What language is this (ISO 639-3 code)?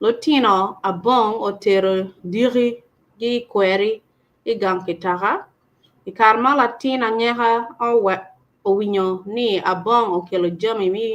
ach